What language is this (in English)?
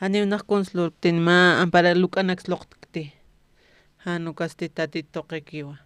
Aymara